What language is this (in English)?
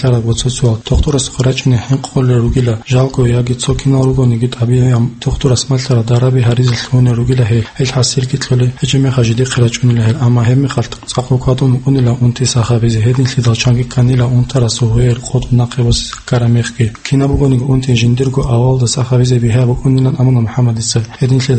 Avaric